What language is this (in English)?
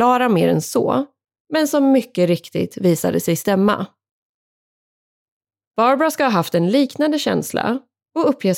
Swedish